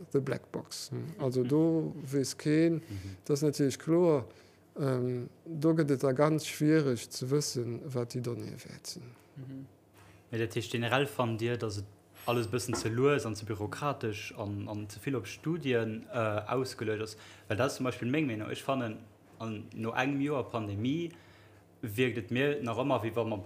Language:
Luxembourgish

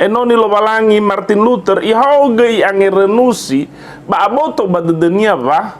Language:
Nias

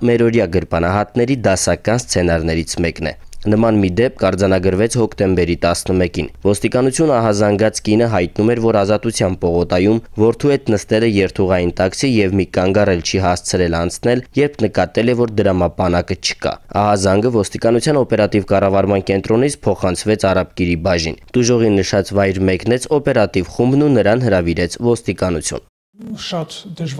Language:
Armenian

